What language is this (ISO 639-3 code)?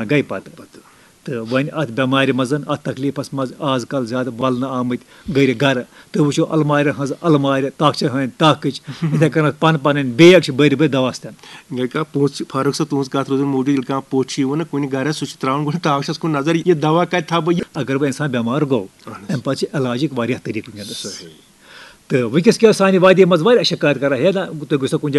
kas